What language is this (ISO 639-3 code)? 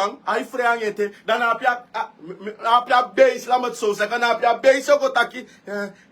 srn